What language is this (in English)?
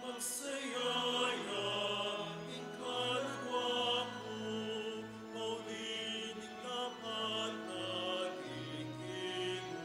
Pampanga